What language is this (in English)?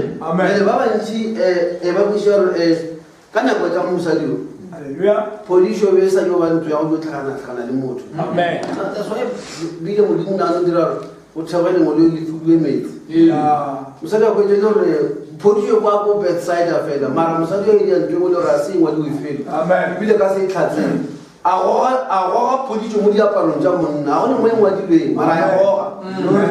Northern Sotho